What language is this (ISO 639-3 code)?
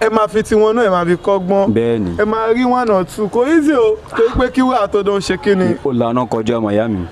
yor